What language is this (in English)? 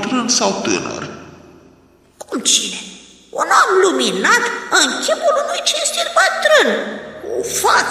Romanian